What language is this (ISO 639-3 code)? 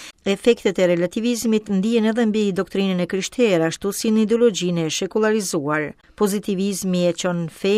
sqi